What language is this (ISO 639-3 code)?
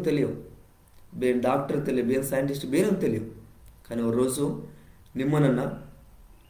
kff